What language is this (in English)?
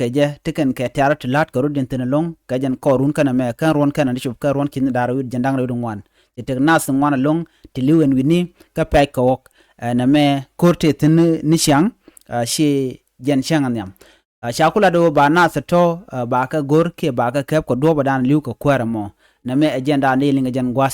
Nuer